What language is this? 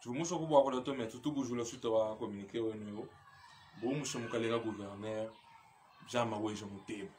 Luba-Lulua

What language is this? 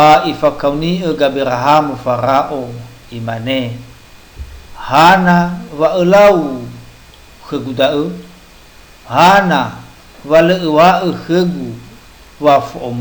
Nias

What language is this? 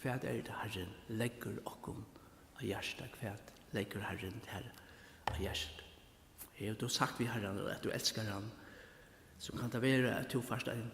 Faroese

